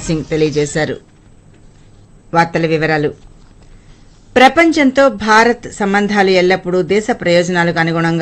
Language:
Telugu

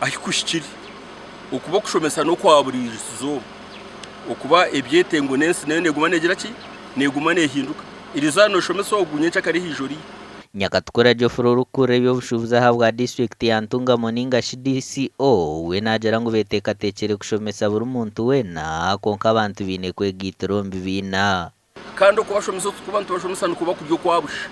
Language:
Nyankole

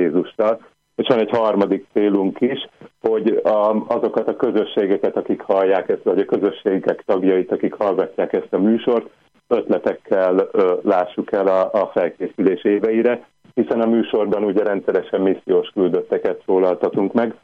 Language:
Hungarian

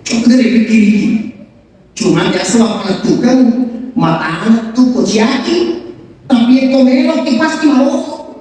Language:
Buginese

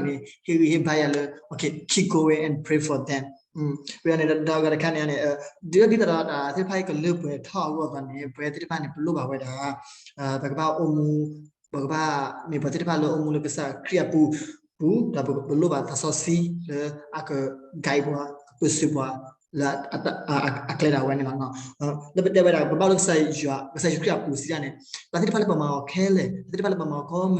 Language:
S'gaw Karen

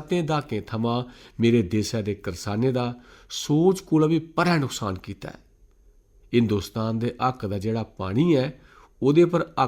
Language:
Dogri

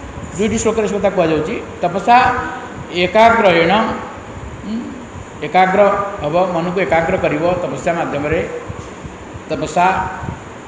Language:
Odia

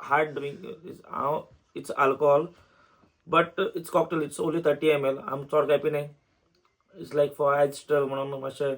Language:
Konkani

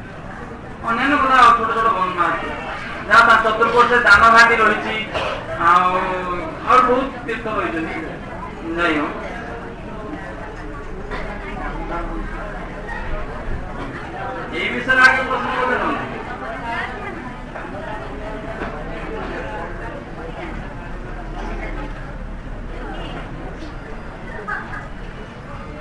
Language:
Odia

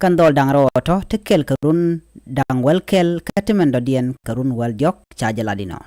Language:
Nuer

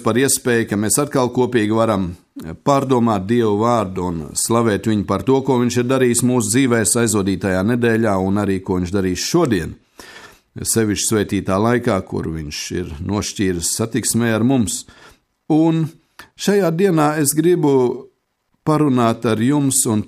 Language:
Latvian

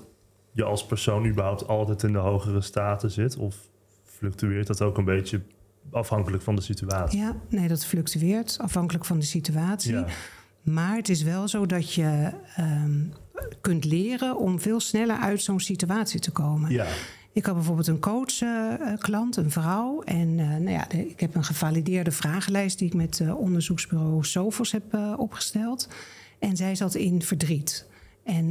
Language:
Dutch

